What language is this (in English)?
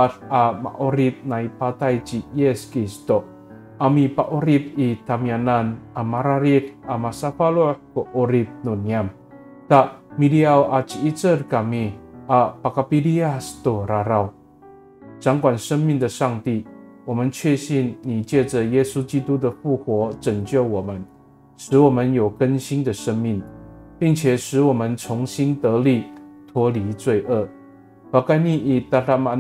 Amis